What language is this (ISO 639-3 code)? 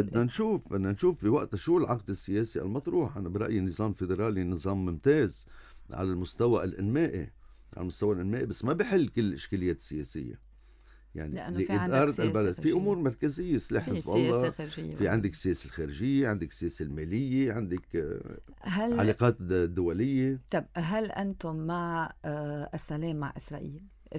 apc